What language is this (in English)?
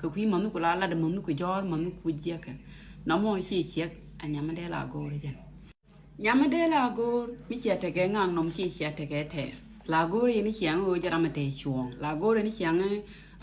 Nuer